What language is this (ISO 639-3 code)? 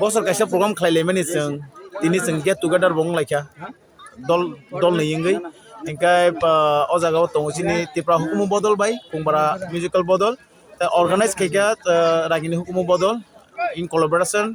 trp